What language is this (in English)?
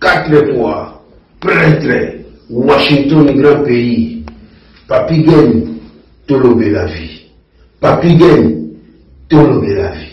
Lingala